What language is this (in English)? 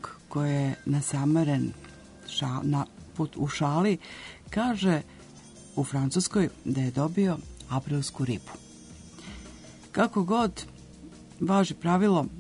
Serbian